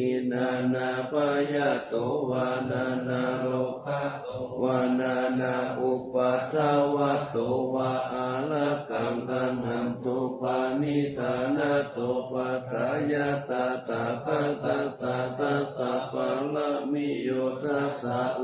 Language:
Pali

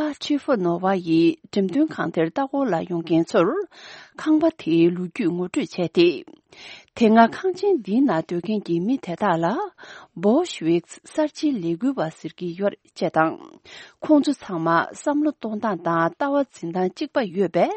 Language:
Tibetan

